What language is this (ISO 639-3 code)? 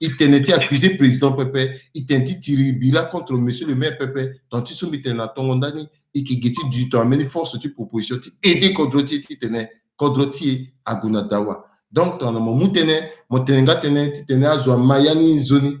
sag